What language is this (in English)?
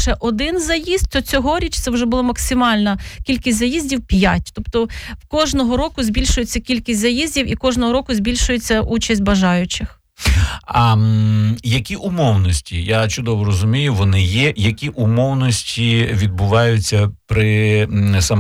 Ukrainian